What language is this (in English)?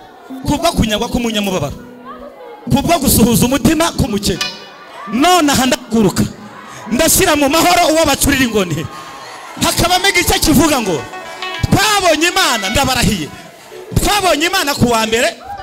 Kinyarwanda